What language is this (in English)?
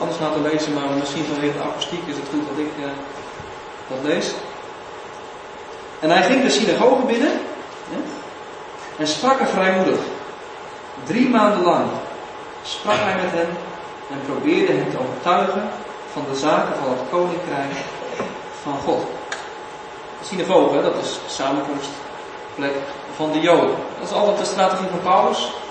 Dutch